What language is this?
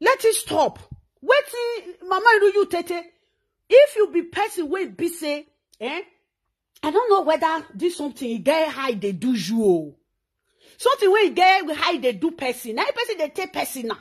Nigerian Pidgin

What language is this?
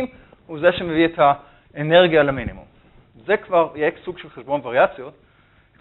Hebrew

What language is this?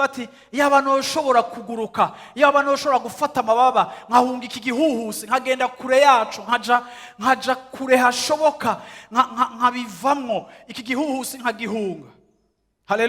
Rundi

